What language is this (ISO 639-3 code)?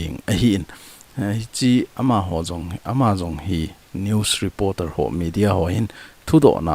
tcz